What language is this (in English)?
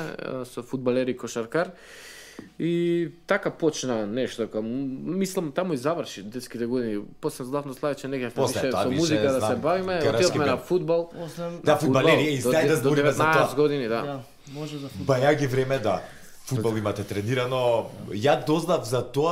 Macedonian